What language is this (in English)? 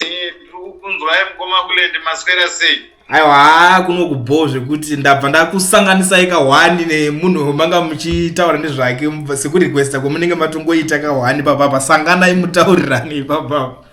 Shona